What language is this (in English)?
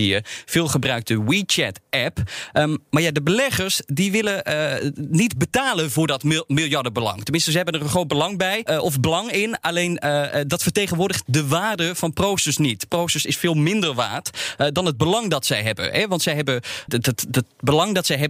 Dutch